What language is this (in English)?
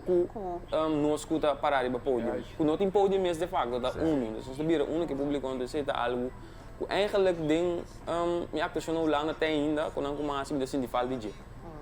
Papiamento